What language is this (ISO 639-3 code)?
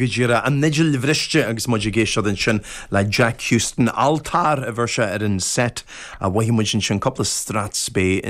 gle